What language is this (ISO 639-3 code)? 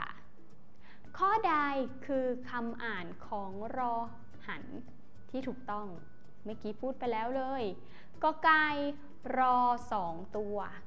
tha